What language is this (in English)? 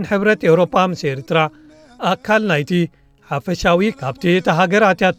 Tigrinya